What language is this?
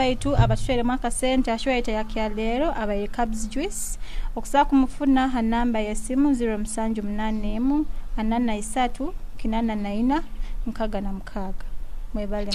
Nyoro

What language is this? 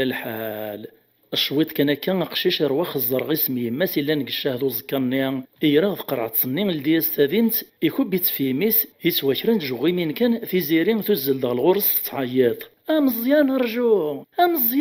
Kabyle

